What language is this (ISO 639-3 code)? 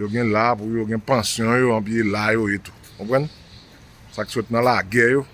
hat